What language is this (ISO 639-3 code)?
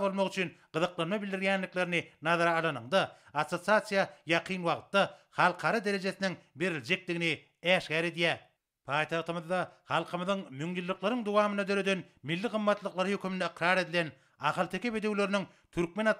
tuk